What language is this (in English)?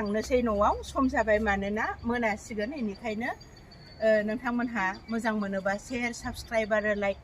Bodo